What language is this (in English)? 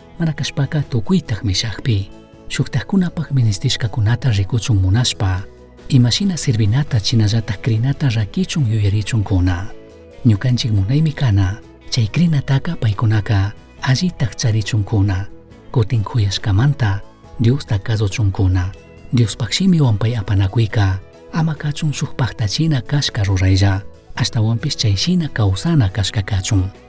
Chimborazo Highland Quichua